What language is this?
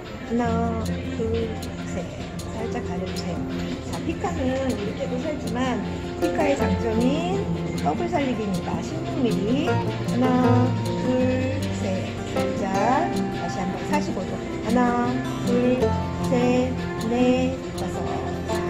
Korean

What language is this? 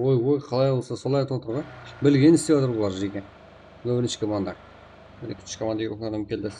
Kara-Kalpak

